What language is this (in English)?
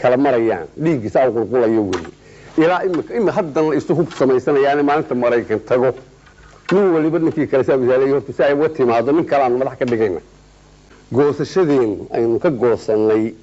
Somali